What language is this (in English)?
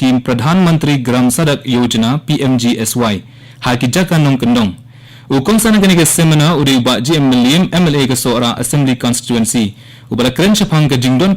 Khasi